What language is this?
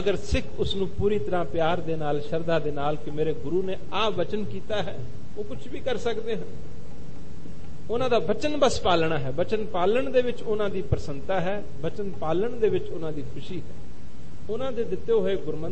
Punjabi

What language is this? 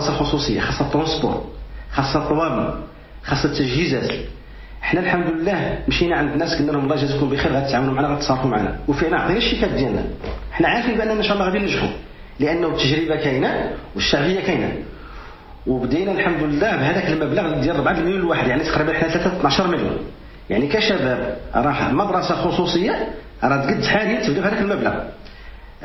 Moroccan Arabic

